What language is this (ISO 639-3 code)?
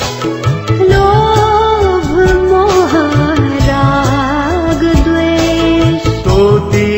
new